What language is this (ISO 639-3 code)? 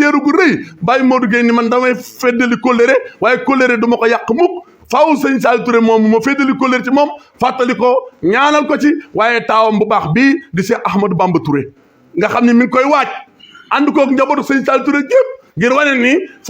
wol